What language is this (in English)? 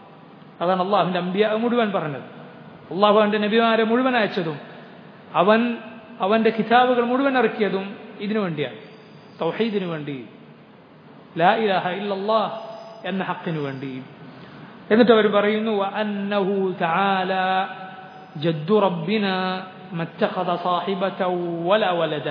Malayalam